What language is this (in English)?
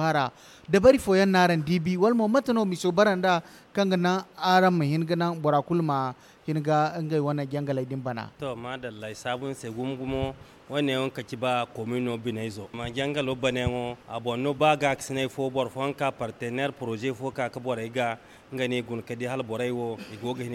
Zarma